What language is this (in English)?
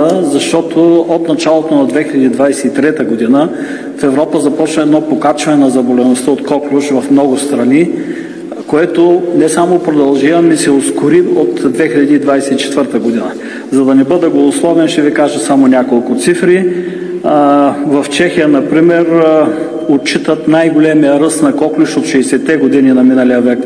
Bulgarian